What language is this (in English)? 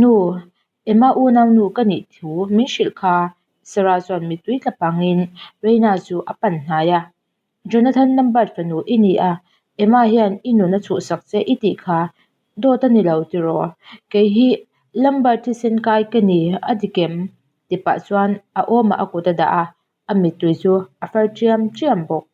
Mizo